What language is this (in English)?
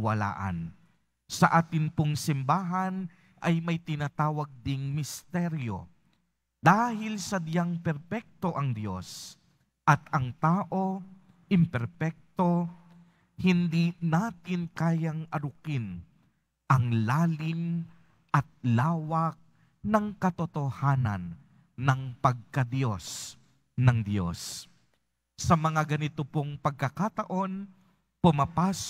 Filipino